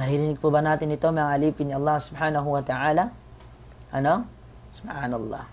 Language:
Maranao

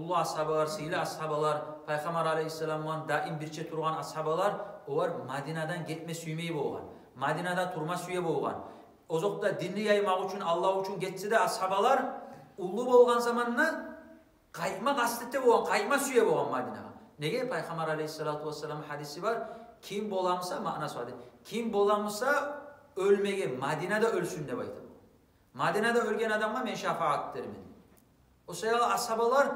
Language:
Kumyk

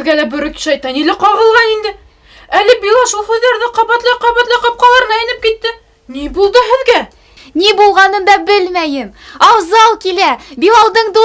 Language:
Bashkir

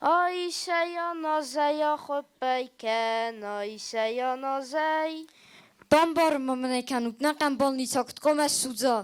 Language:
Ossetic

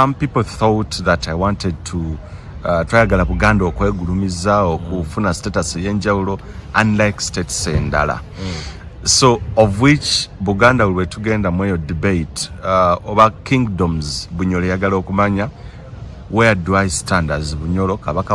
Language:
Ganda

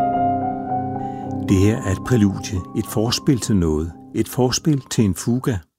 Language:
Danish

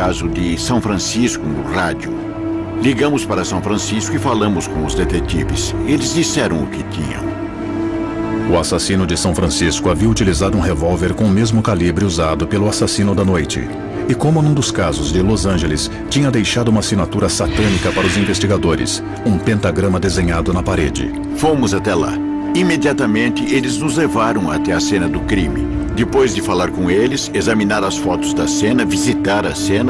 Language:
Portuguese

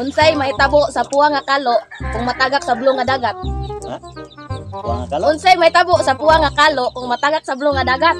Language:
Cebuano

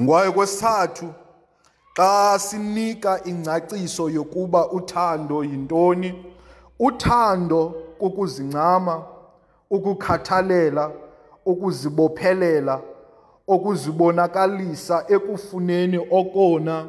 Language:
Xhosa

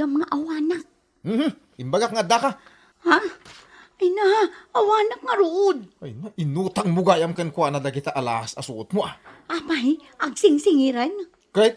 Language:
Iloko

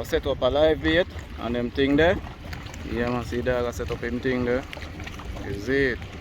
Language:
Jamaican Creole English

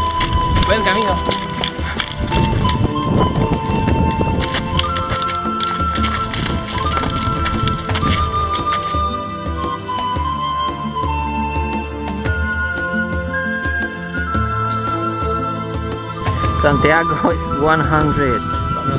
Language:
Czech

